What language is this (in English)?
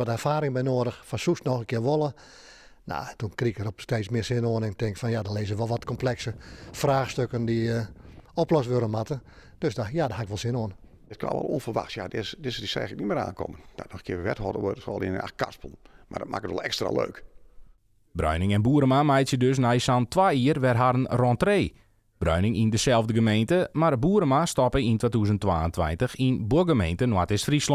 Western Frisian